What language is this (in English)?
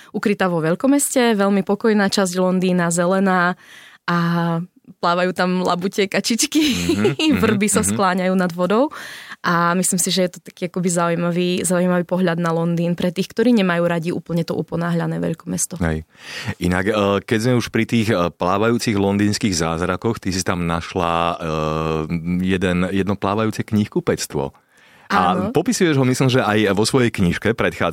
Slovak